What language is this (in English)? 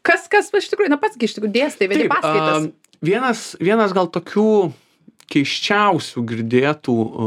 Lithuanian